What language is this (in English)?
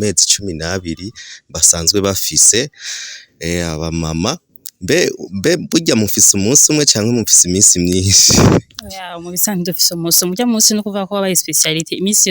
Rundi